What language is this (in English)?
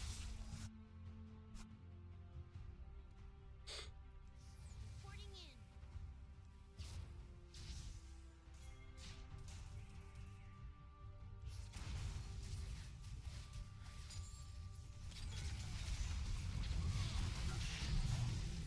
Swedish